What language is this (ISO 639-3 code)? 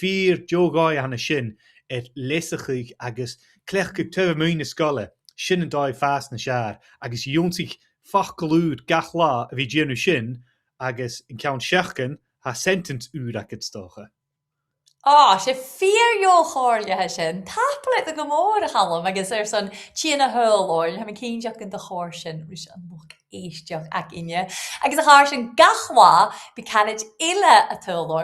gla